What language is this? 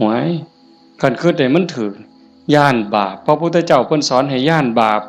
Northeastern Thai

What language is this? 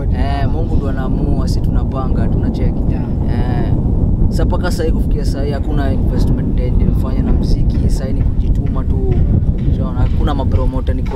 Swahili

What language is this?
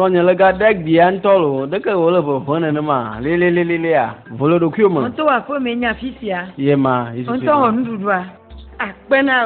Ewe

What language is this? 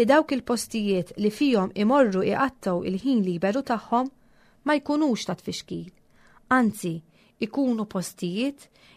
Maltese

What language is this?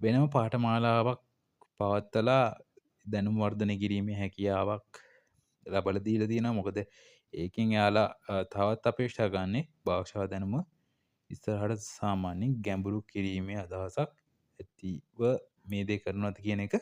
Sinhala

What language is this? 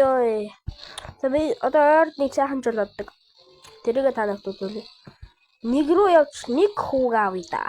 Mongolian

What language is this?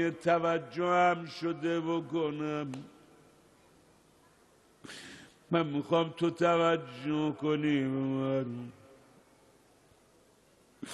Persian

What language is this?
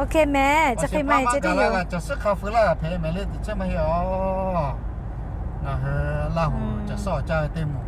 Lahu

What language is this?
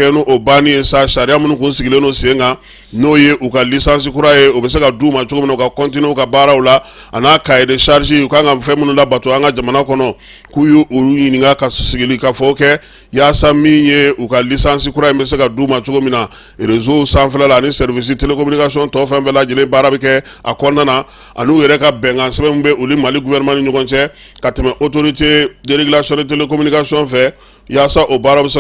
Bambara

